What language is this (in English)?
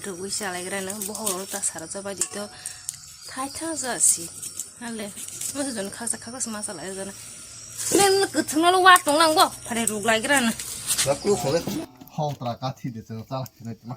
Kok Borok